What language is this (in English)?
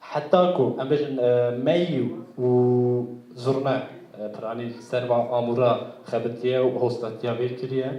Kurdish